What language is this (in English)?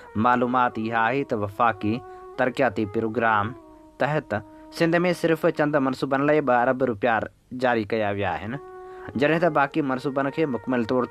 Sindhi